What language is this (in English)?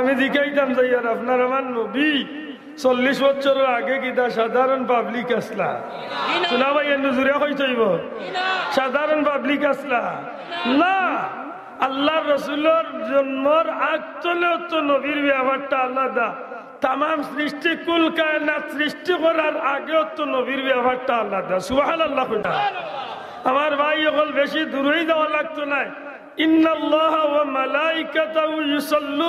Sylheti